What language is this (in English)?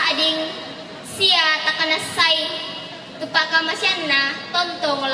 Toraja-Sa'dan